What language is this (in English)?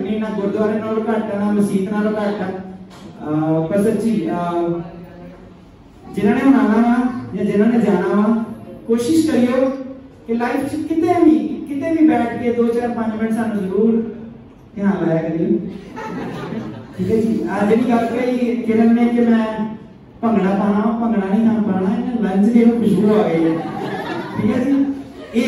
Punjabi